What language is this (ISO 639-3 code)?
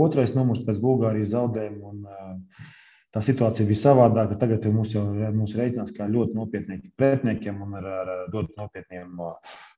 lav